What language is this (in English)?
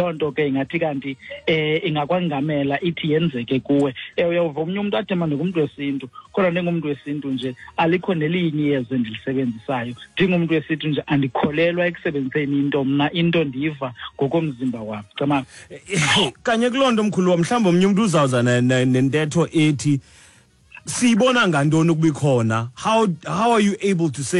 Xhosa